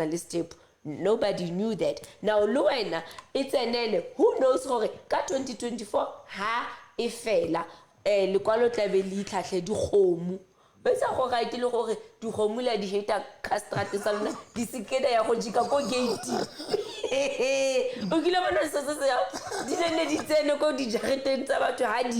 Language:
Southern Sotho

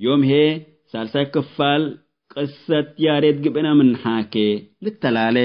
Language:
Tigre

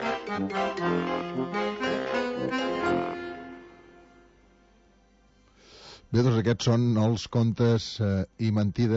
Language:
Catalan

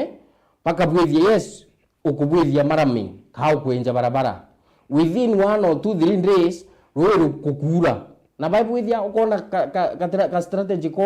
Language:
Meru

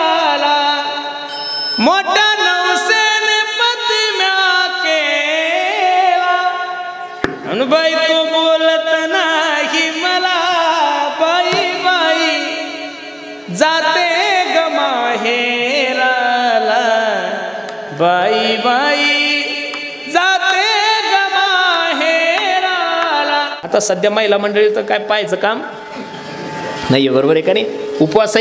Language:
Marathi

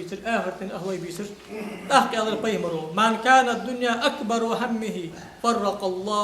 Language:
Ingush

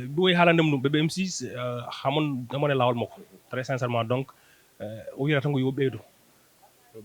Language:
Fula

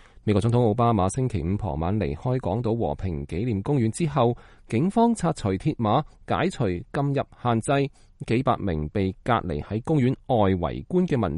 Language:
Cantonese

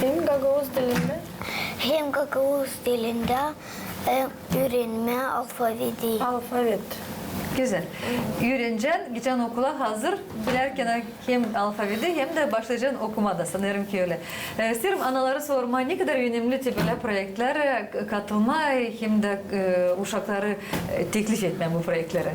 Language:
Gagauz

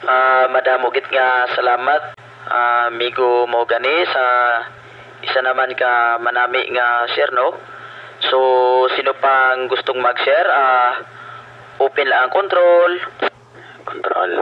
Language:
Hiligaynon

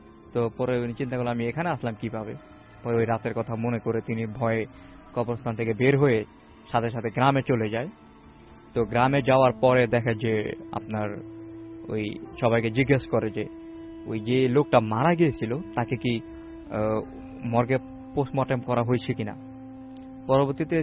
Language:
Bangla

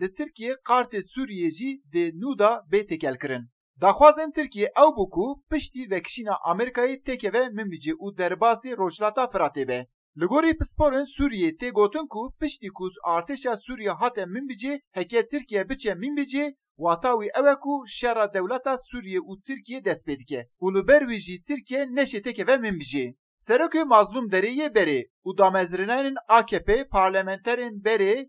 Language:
Kurdish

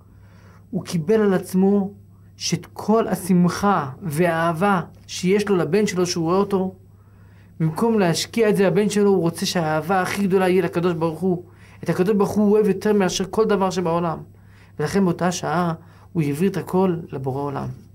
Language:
Hebrew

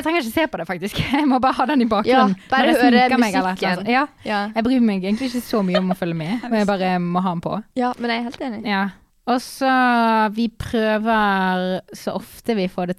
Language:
Norwegian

